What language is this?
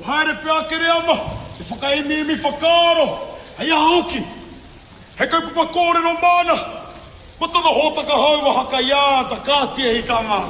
Māori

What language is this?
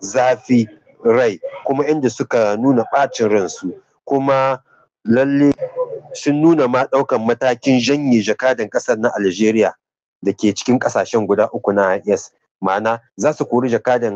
Hausa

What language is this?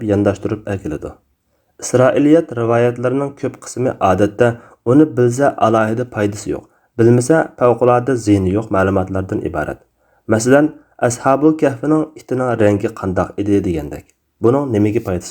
Uyghur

